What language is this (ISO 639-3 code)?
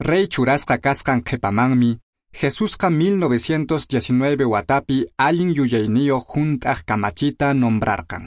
que